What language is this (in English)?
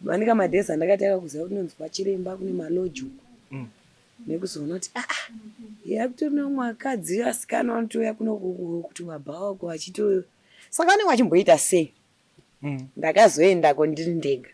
Shona